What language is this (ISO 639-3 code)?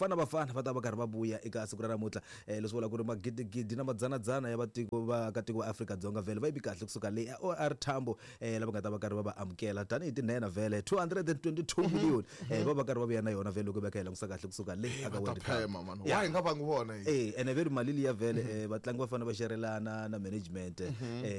tso